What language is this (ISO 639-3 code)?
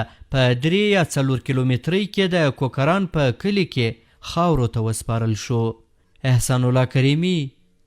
pus